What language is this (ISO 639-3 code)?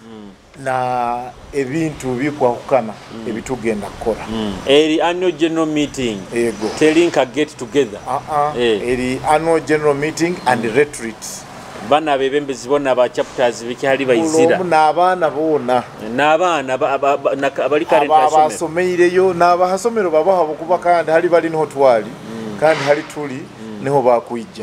nyo